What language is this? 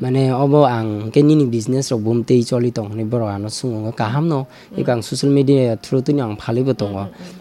Kok Borok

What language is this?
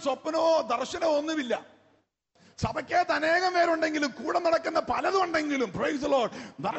Malayalam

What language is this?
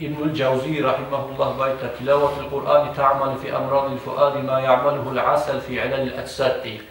Kumyk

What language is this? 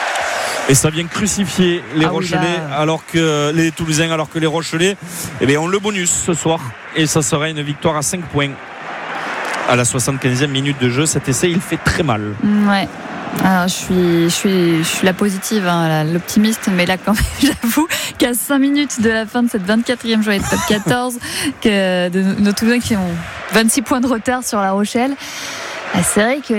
French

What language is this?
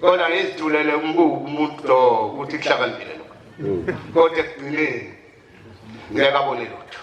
Zulu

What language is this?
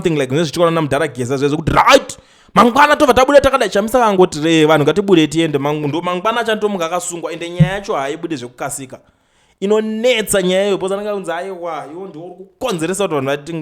Shona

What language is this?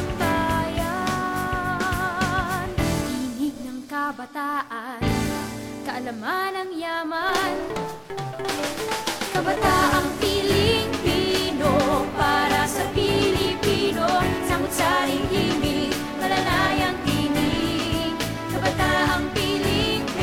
Filipino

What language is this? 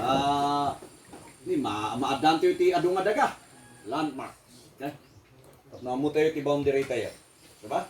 Iloko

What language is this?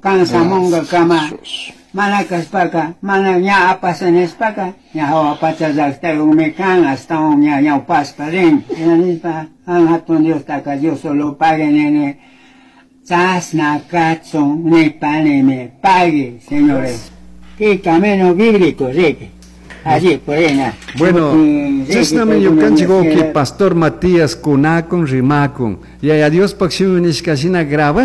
Chimborazo Highland Quichua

